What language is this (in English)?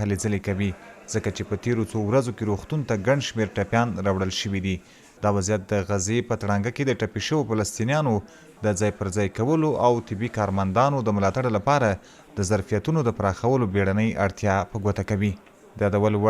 Pashto